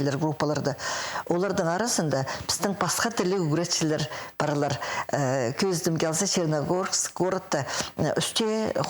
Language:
Khakas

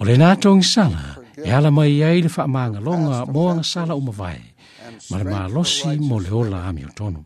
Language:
Samoan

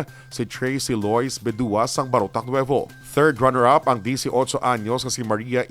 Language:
Hiligaynon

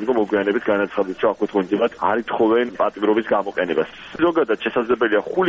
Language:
Georgian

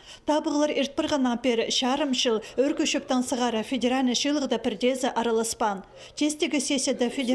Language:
Khakas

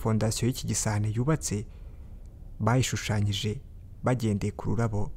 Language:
Kinyarwanda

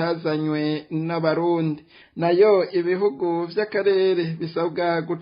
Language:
Rundi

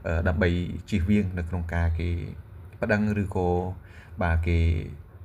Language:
Khmer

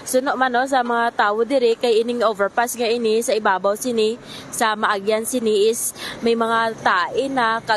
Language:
Hiligaynon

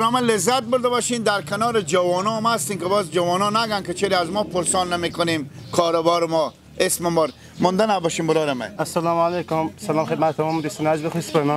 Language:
Persian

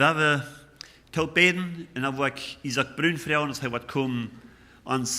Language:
Plautdietsch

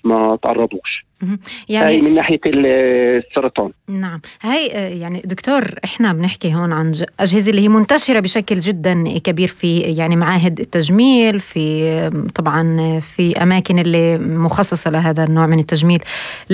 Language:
North Levantine Arabic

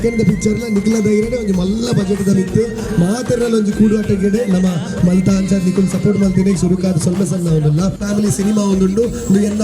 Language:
Tulu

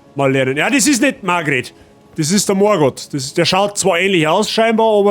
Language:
Bavarian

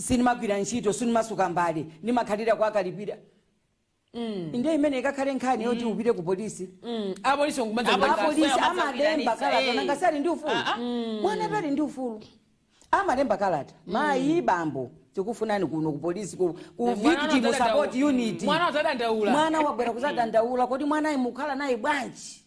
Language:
Nyanja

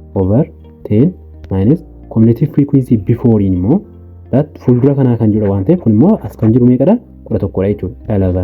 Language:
Oromo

